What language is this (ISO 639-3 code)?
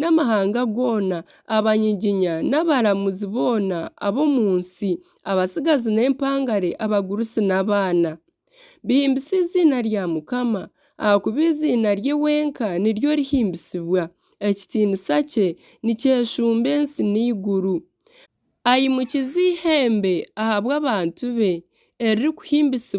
nyn